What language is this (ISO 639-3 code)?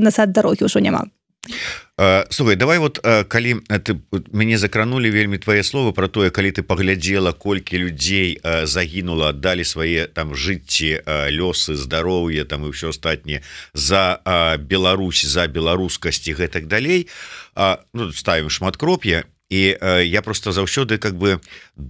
bel